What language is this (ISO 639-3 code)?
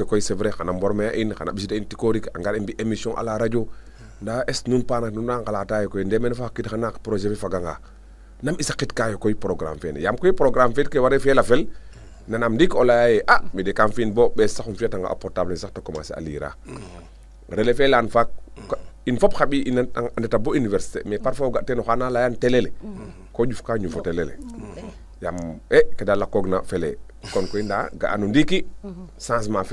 srr